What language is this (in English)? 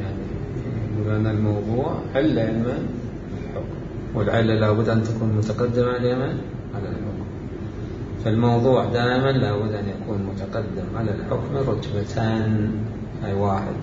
Mesopotamian Arabic